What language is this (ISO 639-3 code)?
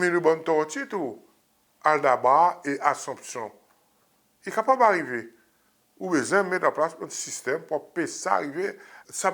crs